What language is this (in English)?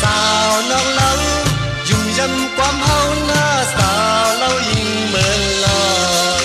Shan